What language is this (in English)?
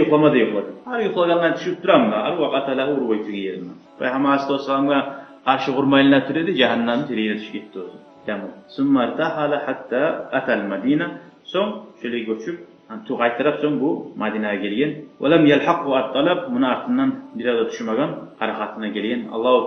Kumyk